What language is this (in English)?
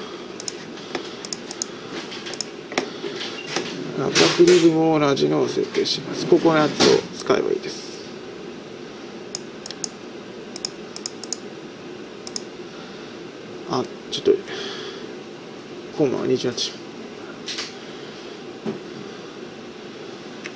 Japanese